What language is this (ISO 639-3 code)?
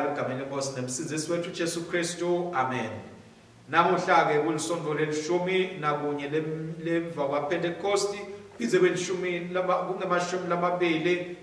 ssw